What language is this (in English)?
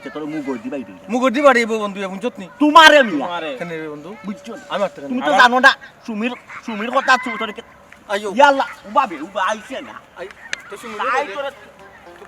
Sylheti